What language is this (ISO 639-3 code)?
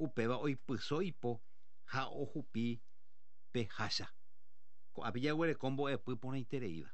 grn